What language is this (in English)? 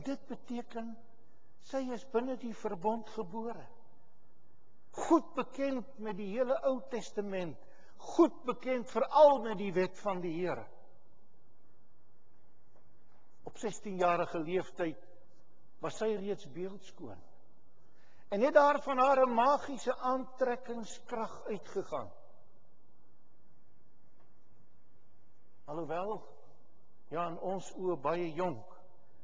Afrikaans